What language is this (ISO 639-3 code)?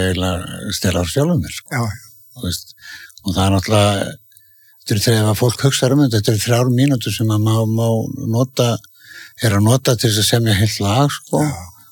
isl